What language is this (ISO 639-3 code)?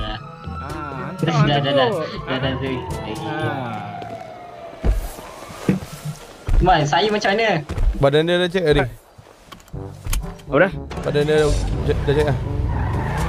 msa